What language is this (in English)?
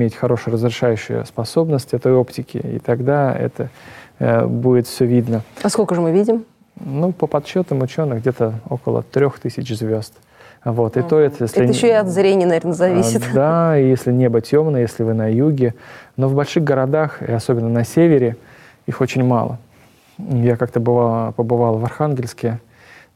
Russian